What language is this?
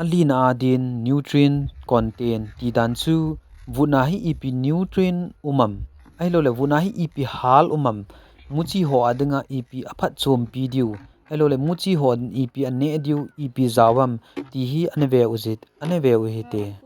Thado Chin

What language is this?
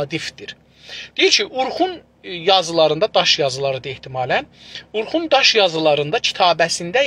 South Azerbaijani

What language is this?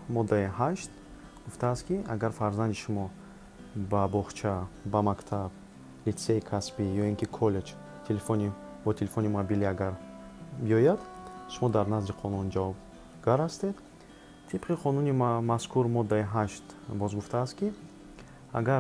Tajik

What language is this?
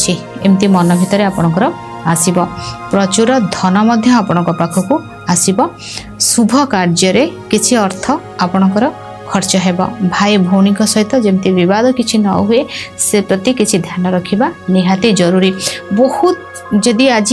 Odia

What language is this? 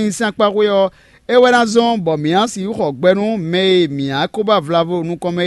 Fon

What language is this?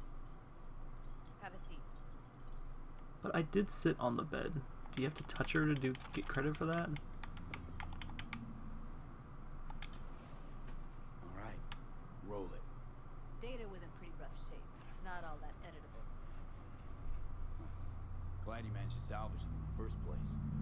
English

